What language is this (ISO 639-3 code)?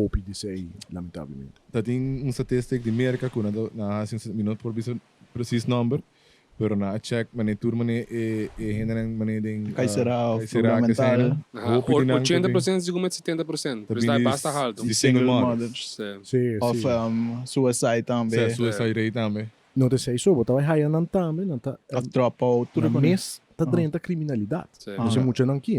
pap